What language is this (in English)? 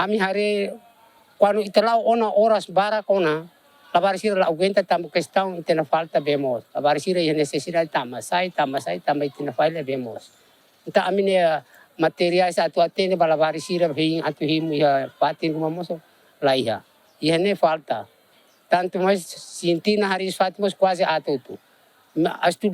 Tetum